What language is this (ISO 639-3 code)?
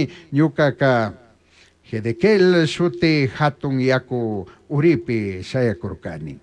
qug